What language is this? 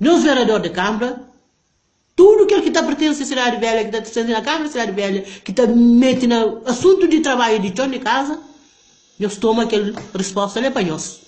Kabuverdianu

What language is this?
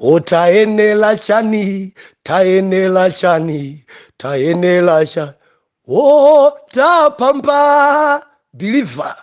Nyanja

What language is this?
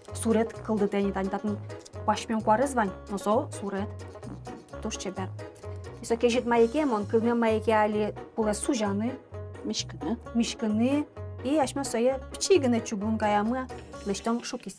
Udmurt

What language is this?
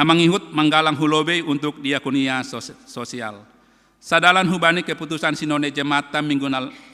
Batak Simalungun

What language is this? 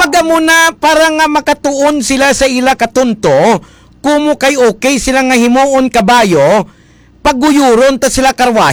Hiligaynon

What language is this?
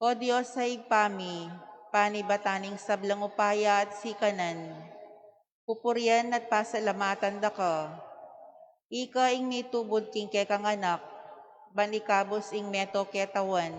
Pampanga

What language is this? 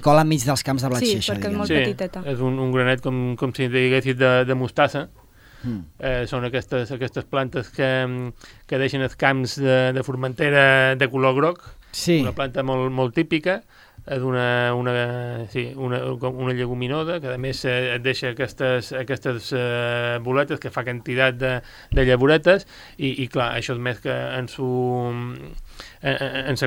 Catalan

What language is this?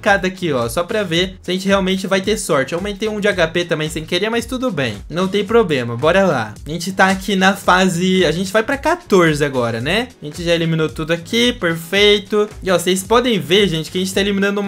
Portuguese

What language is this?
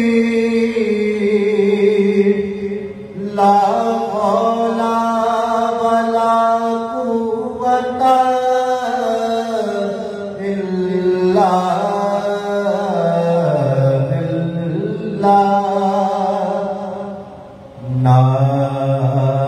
Urdu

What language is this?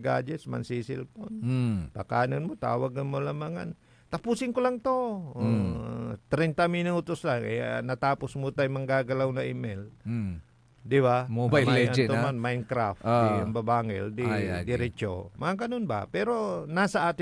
Pangasinan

